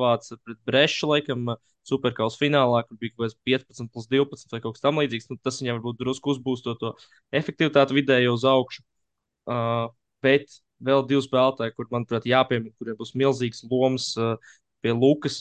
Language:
Latvian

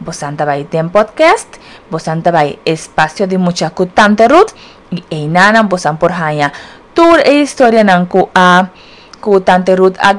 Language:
Papiamento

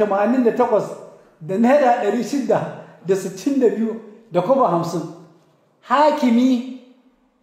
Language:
Hausa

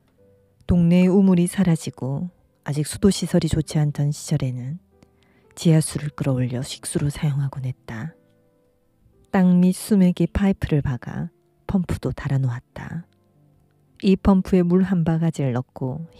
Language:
Korean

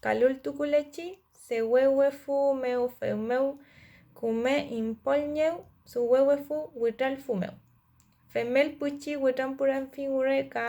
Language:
Mapuche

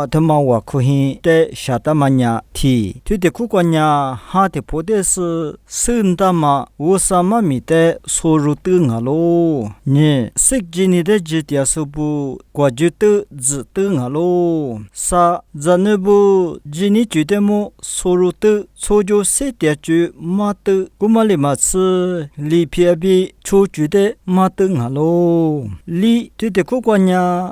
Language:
Lisu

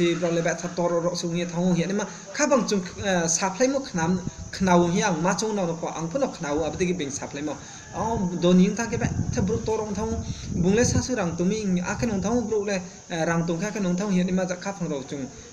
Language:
Riang (India)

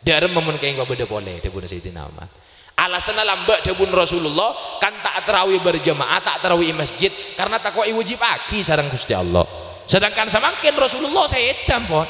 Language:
Madurese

